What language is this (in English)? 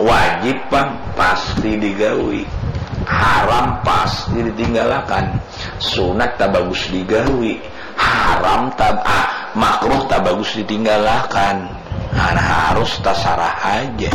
Banjar